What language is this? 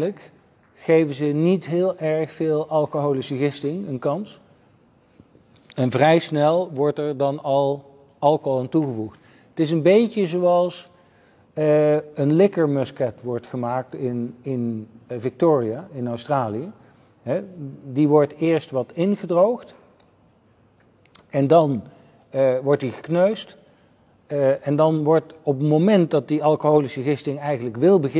Dutch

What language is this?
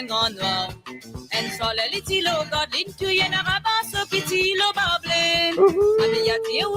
Morisyen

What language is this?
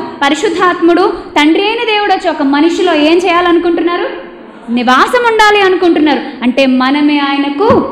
Telugu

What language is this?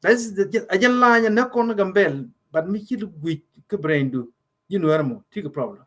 Nuer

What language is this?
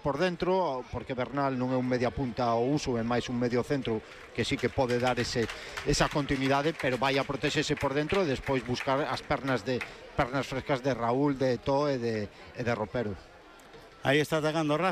Galician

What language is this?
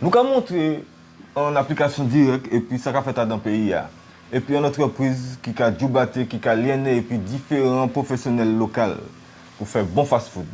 Guadeloupean Creole French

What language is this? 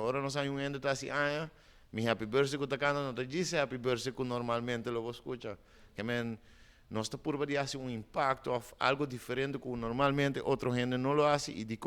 Papiamento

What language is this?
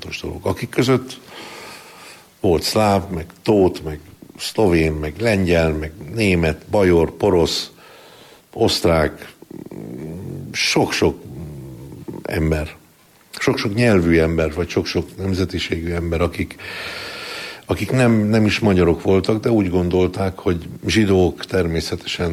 Hungarian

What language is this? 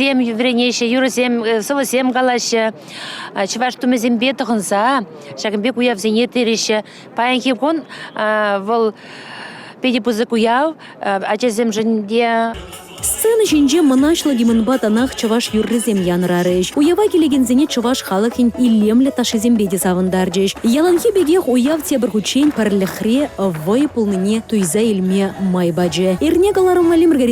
Chuvash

